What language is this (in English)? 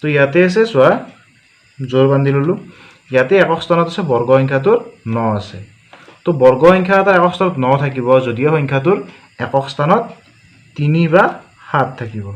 Assamese